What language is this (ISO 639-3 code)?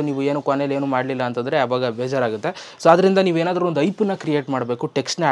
kan